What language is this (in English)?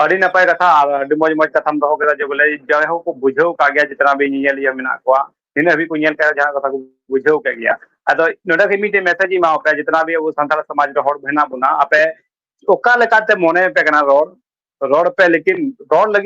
Santali